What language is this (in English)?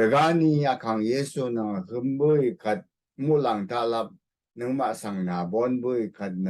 Rawang